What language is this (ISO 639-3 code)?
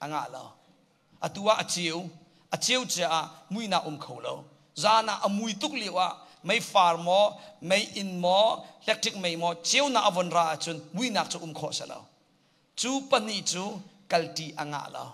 cnh